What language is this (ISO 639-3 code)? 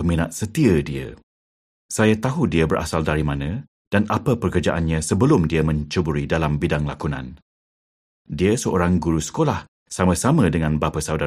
msa